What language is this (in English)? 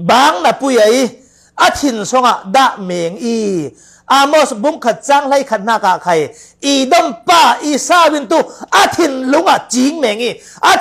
Falam Chin